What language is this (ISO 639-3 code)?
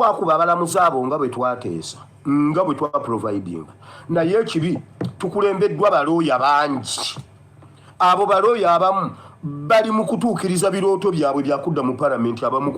lug